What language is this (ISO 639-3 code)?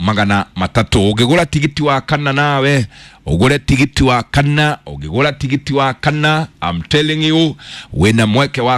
kik